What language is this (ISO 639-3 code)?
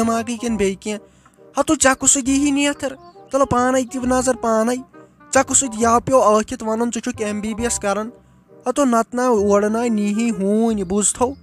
kas